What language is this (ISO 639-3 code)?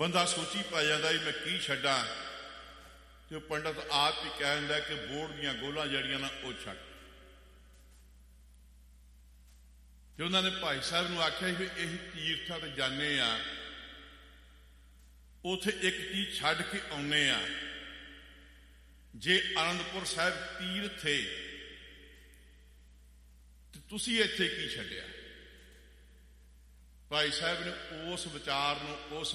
pan